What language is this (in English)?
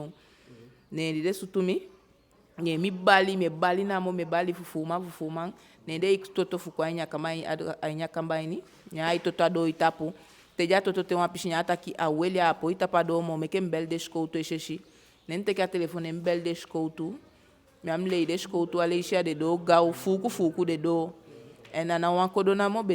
Eastern Maroon Creole